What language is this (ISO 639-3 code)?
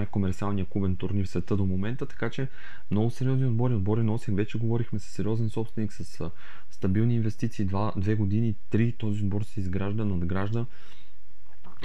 bul